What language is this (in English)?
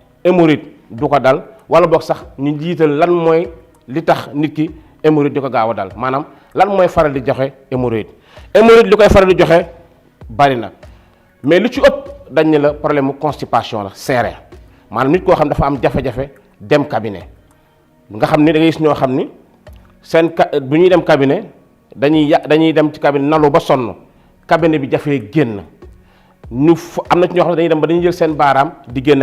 Wolof